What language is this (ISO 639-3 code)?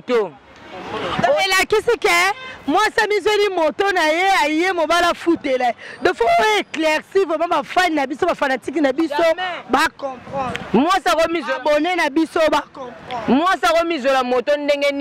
lin